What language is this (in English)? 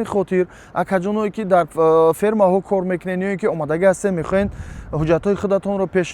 Tajik